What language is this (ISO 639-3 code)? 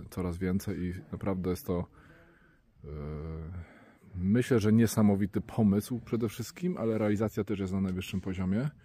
pol